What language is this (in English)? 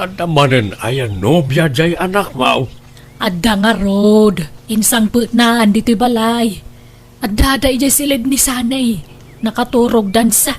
Iloko